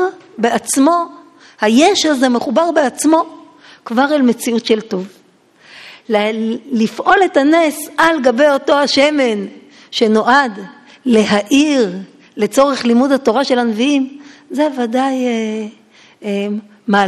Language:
Hebrew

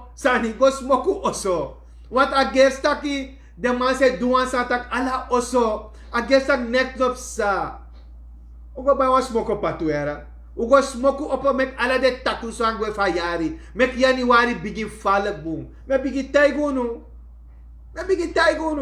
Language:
Sranan Tongo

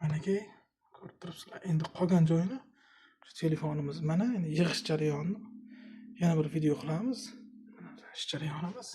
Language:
Uzbek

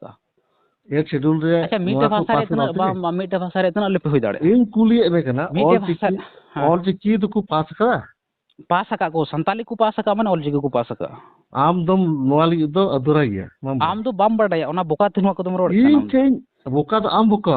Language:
Santali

